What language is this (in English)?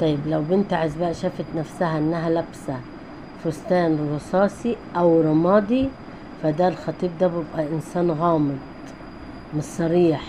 Egyptian Arabic